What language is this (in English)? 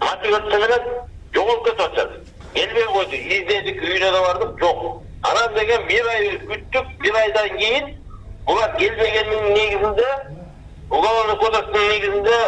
Kyrgyz